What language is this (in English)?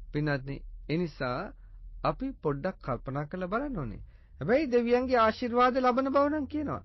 Sinhala